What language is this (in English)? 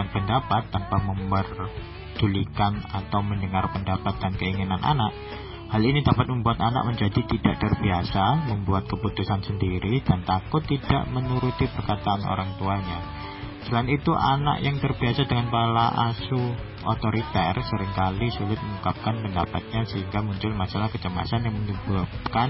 Indonesian